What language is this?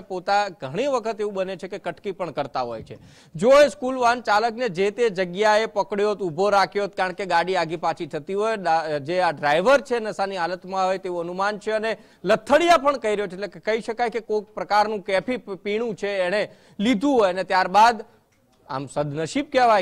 Gujarati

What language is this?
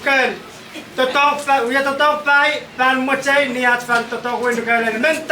Pohnpeian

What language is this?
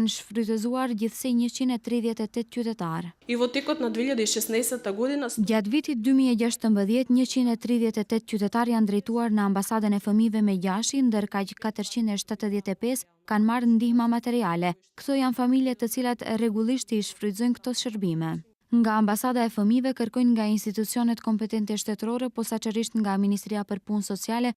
Albanian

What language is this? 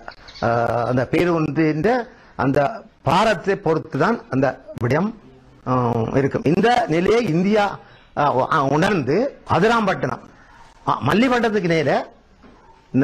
Tamil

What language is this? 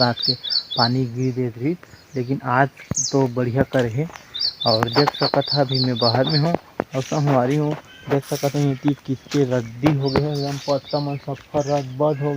Chhattisgarhi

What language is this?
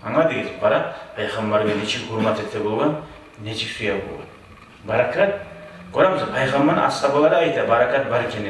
Kumyk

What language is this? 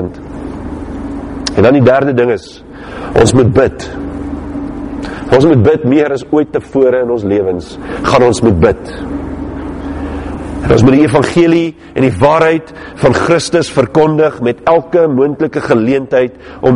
Afrikaans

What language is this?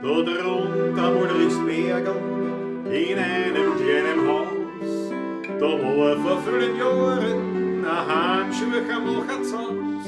Bavarian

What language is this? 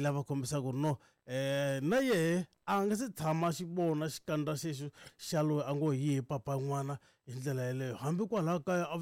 Tsonga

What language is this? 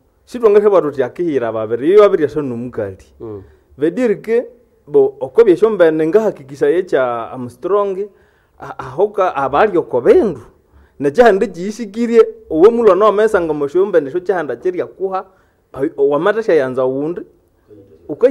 Nande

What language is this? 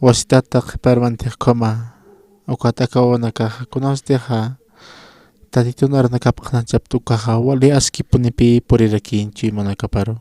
Aymara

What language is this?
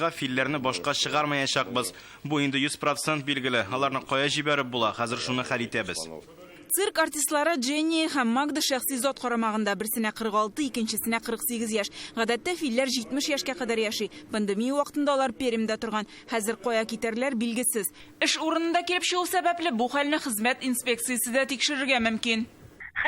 Tatar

